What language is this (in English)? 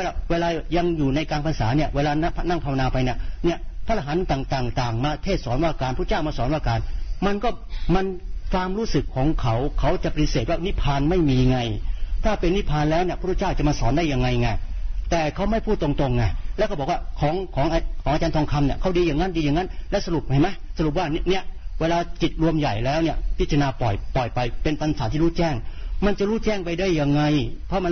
Thai